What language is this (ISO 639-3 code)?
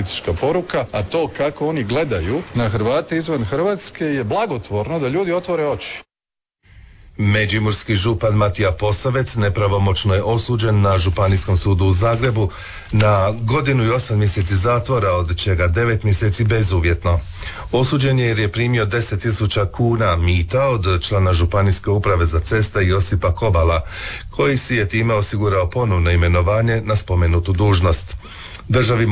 hrv